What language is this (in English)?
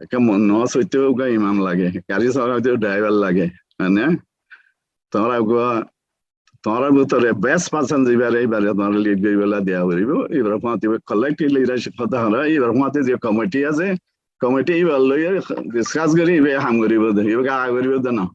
Rohingya